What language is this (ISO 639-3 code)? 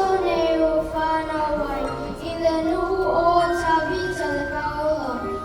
smo